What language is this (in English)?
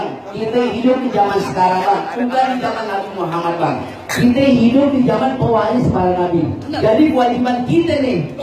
Betawi